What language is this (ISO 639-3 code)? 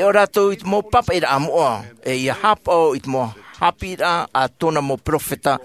tah